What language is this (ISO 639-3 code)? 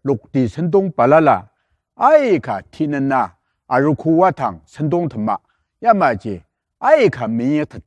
njo